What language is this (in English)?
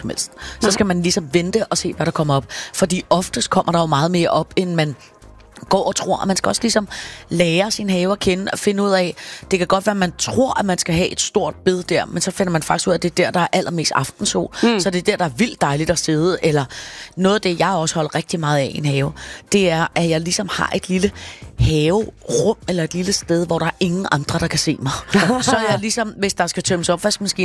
Danish